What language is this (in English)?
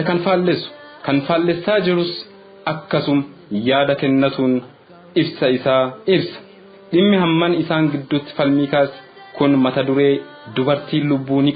Oromo